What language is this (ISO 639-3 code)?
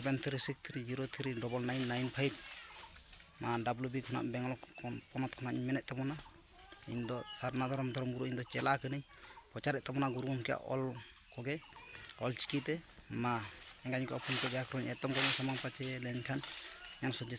sat